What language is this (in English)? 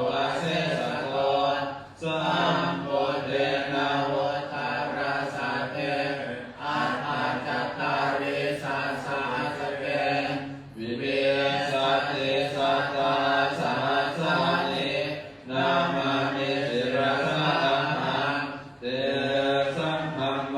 Pali